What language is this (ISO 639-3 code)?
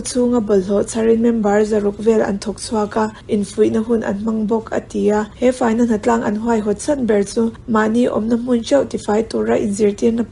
lus